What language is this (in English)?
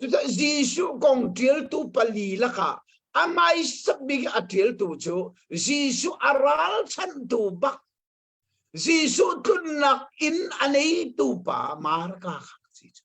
Hakha Chin